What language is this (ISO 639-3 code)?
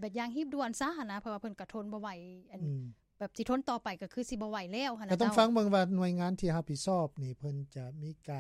lao